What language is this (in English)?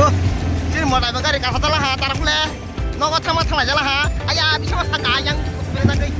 Kok Borok